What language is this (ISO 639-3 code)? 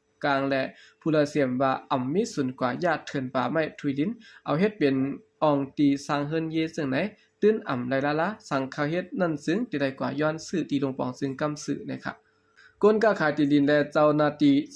shn